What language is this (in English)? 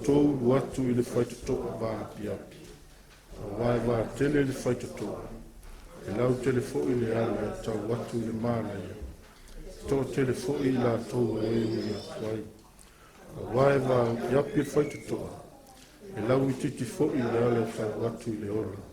Samoan